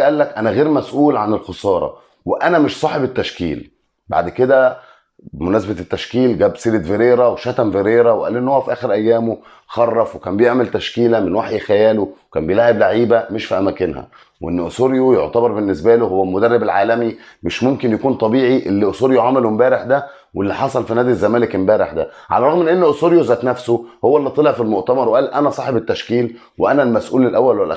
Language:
Egyptian Arabic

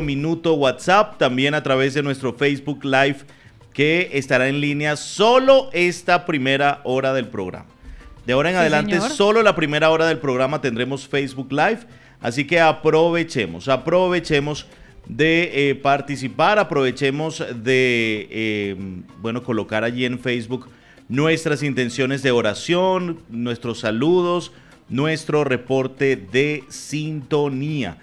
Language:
Spanish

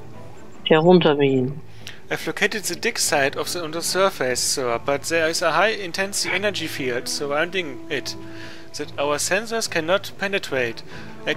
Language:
German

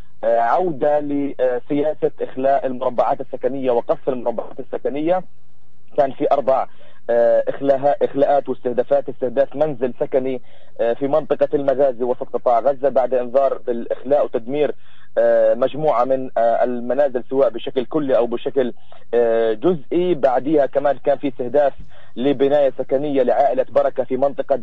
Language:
South Levantine Arabic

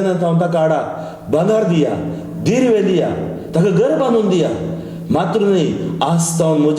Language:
Konkani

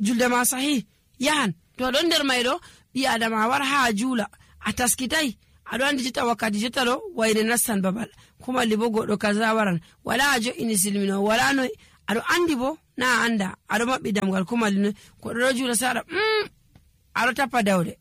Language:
Nigerian Fulfulde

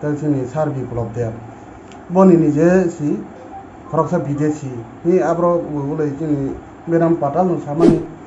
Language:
Kok Borok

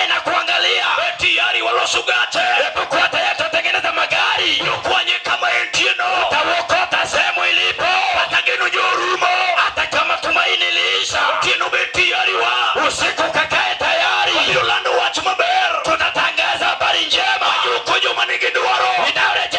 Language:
Luo (Kenya and Tanzania)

